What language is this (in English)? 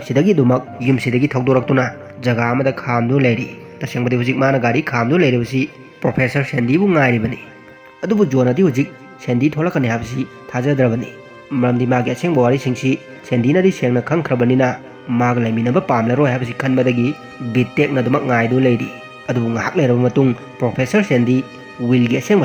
Manipuri